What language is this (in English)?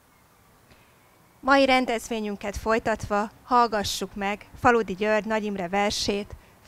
Hungarian